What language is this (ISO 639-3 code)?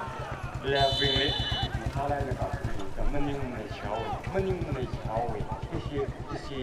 nmf